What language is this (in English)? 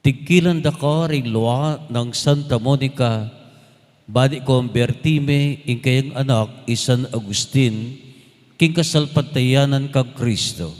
Pampanga